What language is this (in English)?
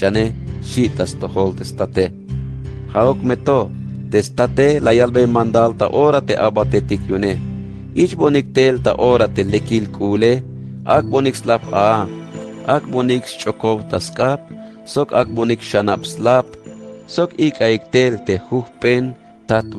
Tzeltal